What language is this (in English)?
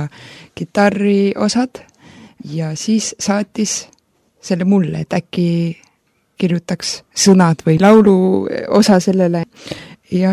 Estonian